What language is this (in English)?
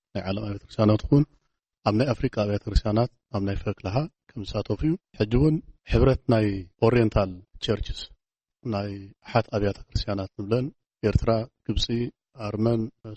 Tigrinya